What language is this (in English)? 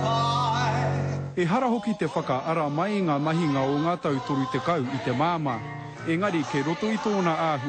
Māori